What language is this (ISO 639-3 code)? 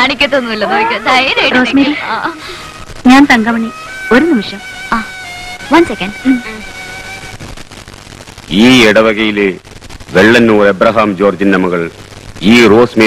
mal